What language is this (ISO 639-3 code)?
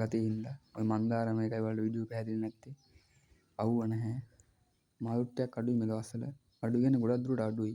sin